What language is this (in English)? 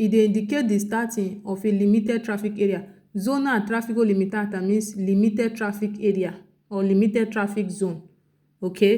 Nigerian Pidgin